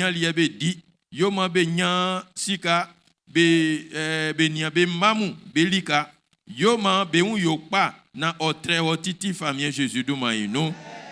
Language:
Baoulé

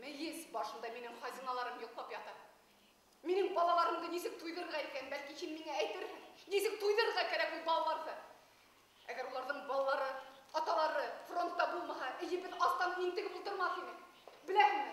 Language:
Bashkir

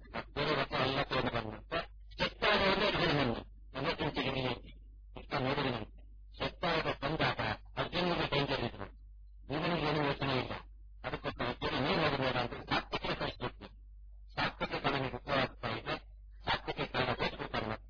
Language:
Kannada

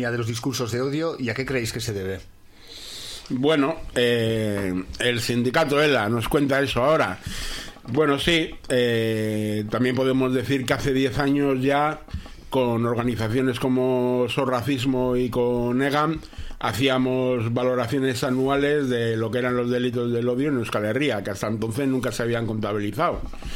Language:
Spanish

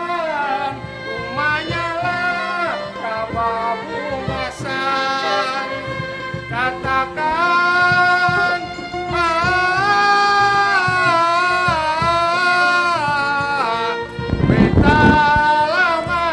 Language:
Banjar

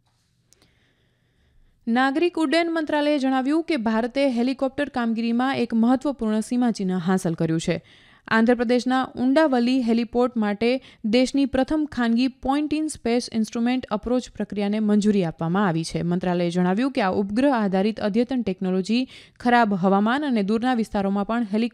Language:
Gujarati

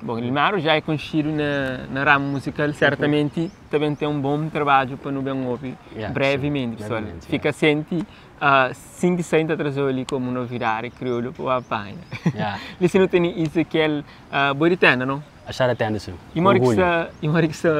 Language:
Kabuverdianu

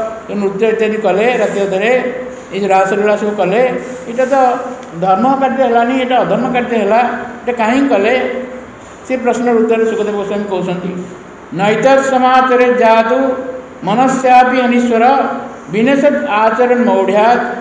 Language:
Odia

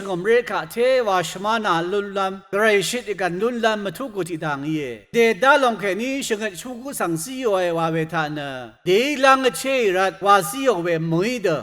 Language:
Rawang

